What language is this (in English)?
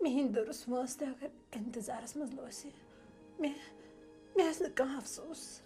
Kashmiri